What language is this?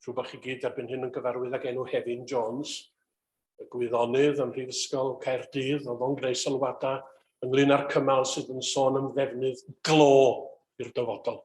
Welsh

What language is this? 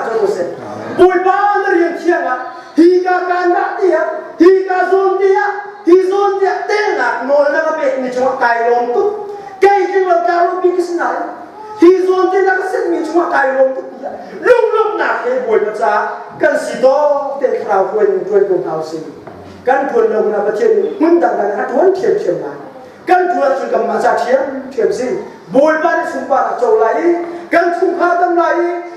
Hakha Chin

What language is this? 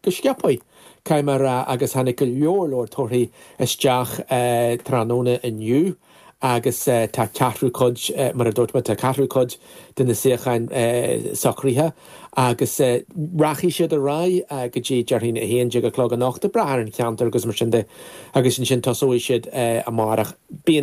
Irish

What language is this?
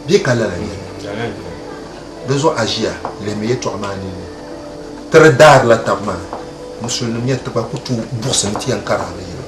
Dagbani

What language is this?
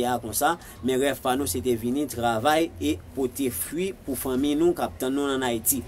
Haitian Creole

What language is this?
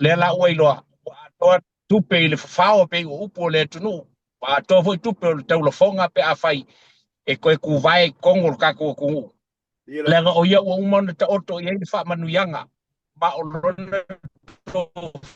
Samoan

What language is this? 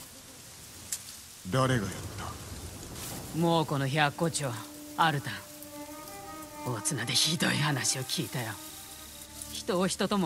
Japanese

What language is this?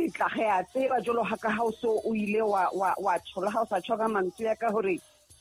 Southern Sotho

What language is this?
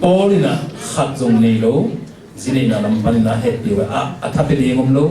Tedim Chin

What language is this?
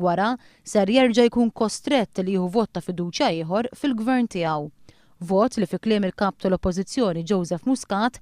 Maltese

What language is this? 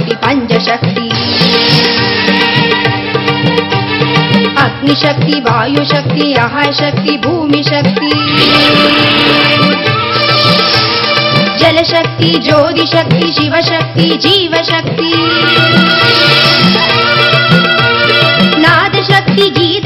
Tamil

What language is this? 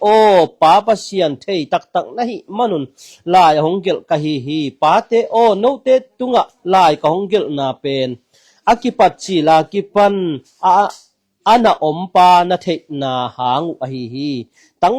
Tedim Chin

